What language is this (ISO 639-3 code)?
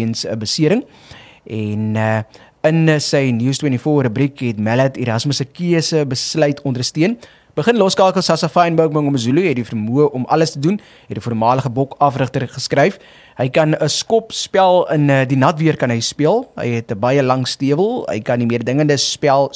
afr